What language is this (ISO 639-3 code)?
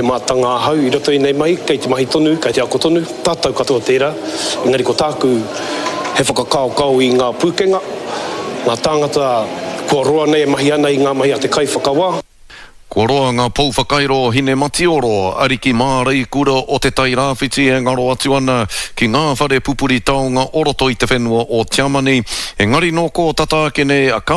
mri